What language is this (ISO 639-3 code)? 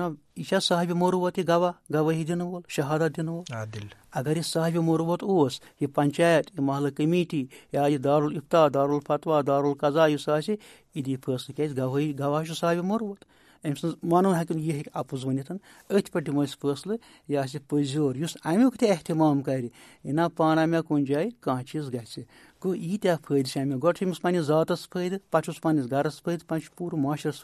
kas